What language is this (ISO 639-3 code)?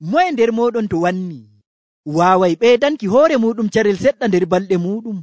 fuv